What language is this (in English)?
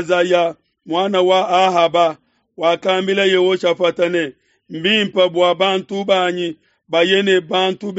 Luba-Lulua